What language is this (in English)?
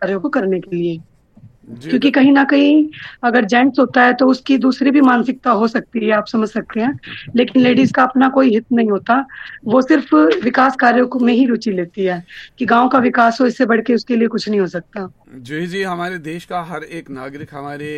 Hindi